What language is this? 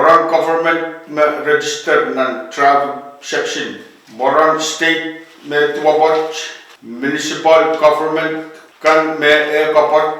Pohnpeian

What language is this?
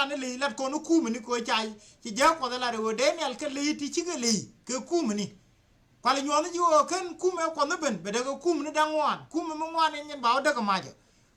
Nuer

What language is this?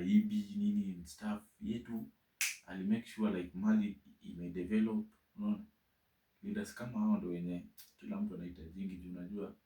Swahili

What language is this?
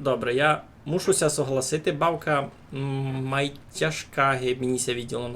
Rusyn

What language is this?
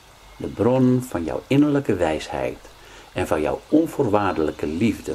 Dutch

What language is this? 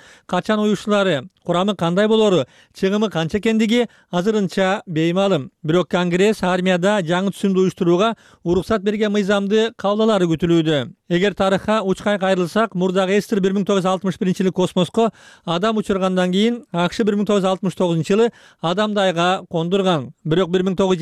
Kyrgyz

